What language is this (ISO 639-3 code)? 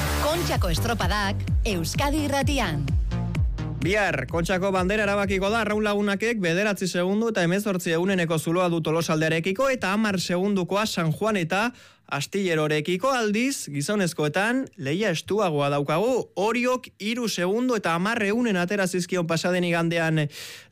eus